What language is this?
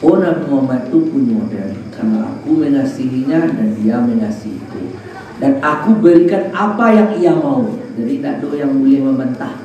Minangkabau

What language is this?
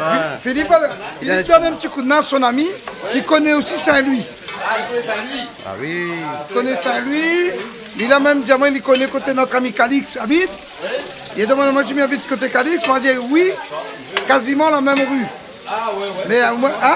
Réunion Creole French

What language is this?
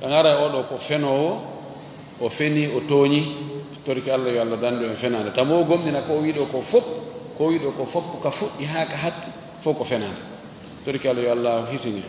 Fula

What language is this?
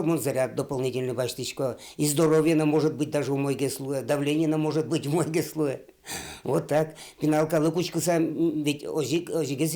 Udmurt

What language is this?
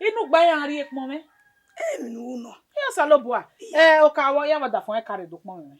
Bini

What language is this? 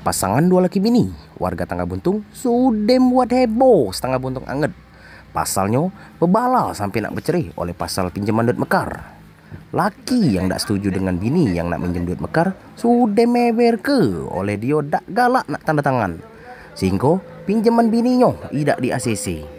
Musi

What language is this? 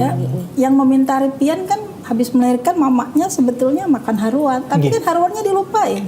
Banjar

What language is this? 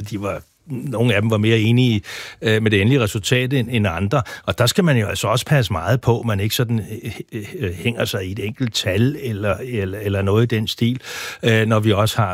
Danish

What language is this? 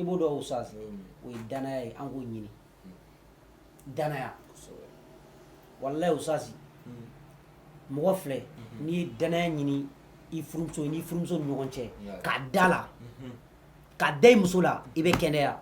Bambara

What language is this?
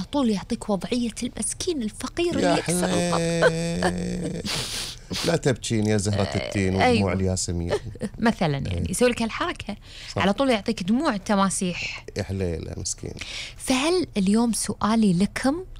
Gulf Arabic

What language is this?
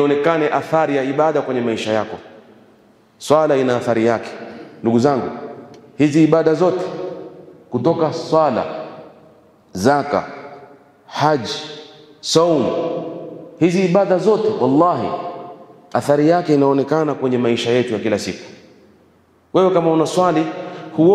Swahili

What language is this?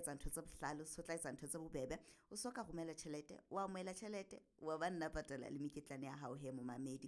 Southern Sotho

